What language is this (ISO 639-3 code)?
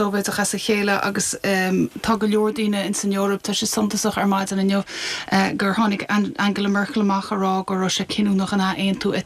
gle